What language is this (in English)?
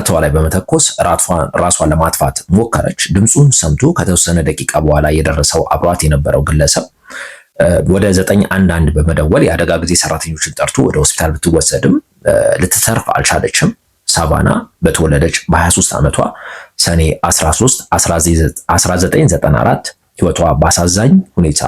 Amharic